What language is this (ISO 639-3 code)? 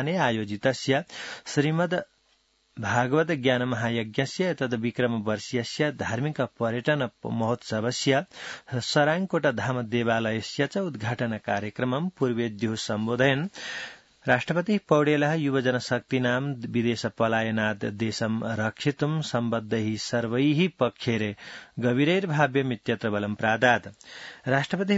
san